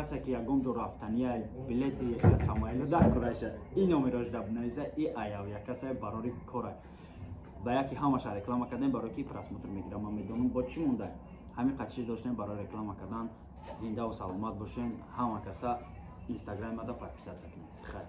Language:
Tajik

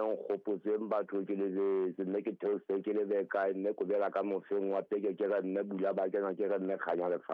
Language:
Southern Sotho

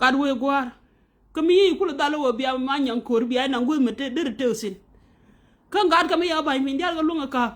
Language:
Nuer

